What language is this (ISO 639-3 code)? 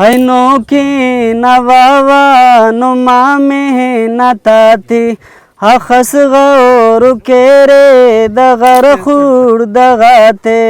brh